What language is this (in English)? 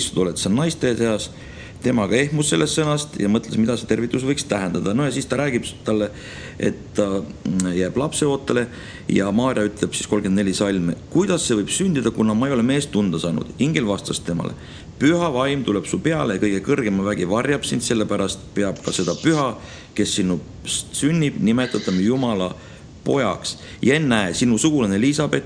Estonian